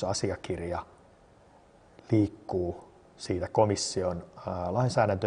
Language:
Finnish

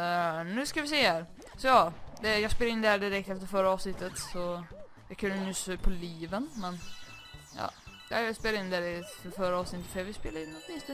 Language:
Swedish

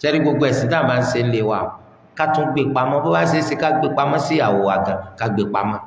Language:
Yoruba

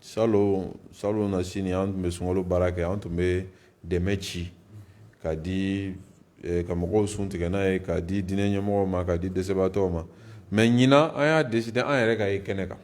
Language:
Bambara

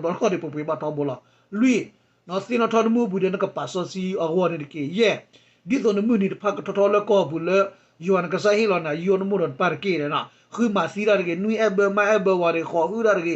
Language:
S'gaw Karen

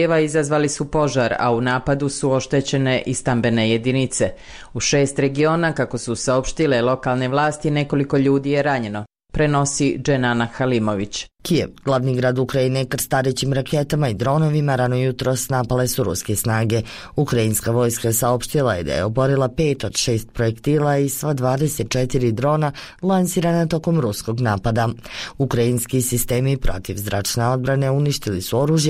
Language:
Bosnian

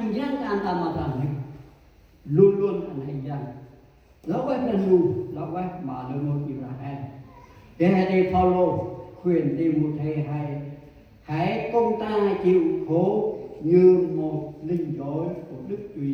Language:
Central Mnong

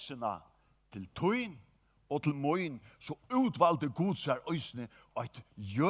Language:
Faroese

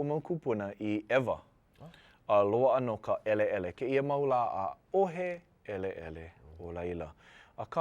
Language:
Hawaiian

